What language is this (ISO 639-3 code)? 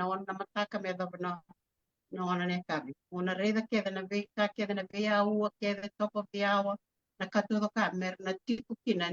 fij